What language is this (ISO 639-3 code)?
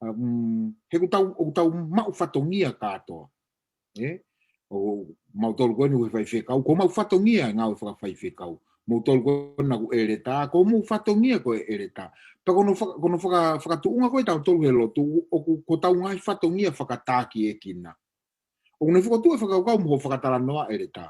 ton